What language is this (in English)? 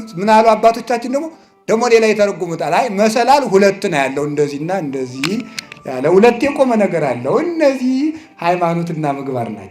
Amharic